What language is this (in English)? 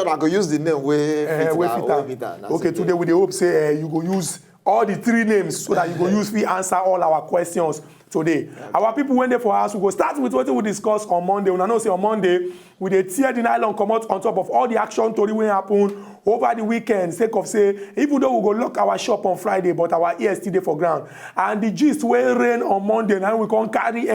Nigerian Pidgin